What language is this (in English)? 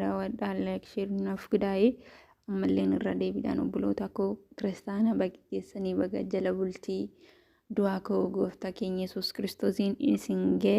Oromo